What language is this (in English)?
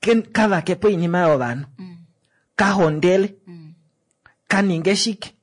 Kuanyama